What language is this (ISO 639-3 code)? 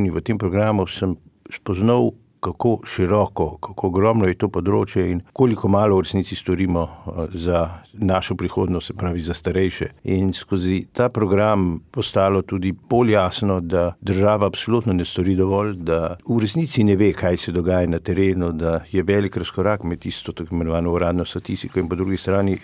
slv